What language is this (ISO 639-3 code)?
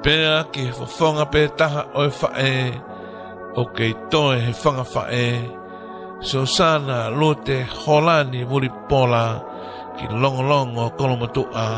ton